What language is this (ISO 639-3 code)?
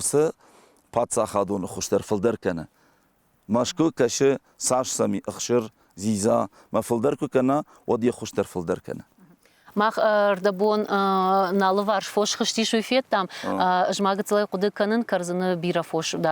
oss